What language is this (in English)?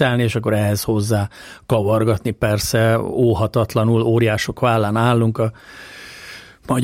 Hungarian